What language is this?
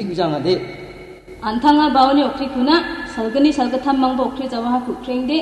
Garo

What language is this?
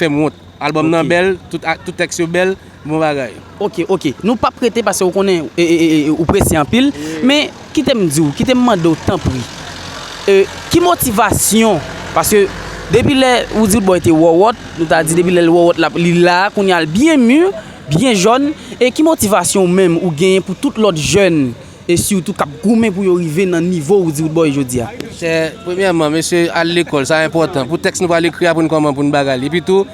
Haitian Creole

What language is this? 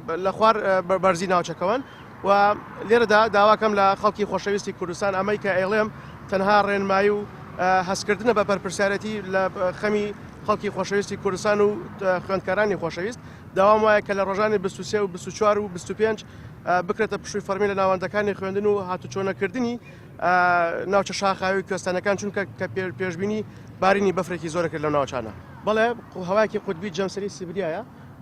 Central Kurdish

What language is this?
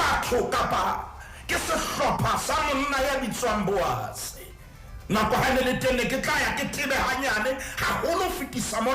Southern Sotho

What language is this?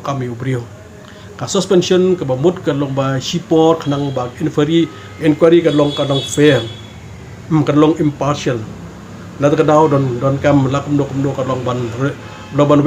Khasi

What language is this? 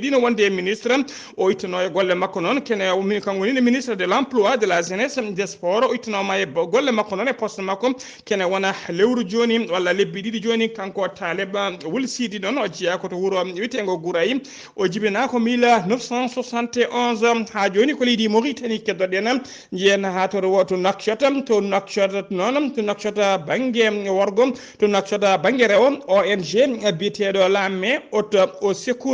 Fula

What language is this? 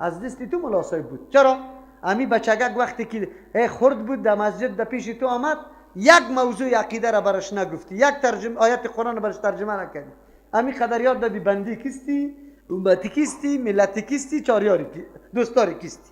Persian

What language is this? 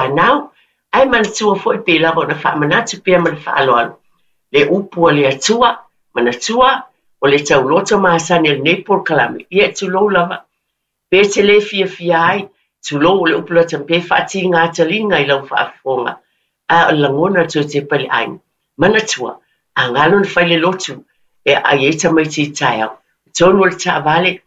Samoan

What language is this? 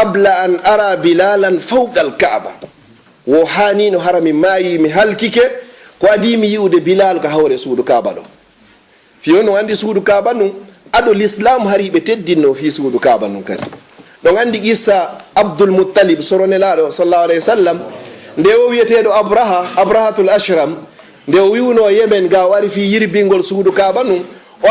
Fula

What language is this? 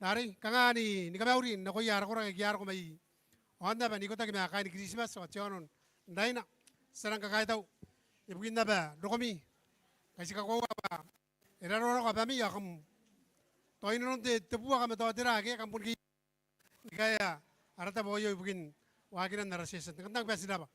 Gilbertese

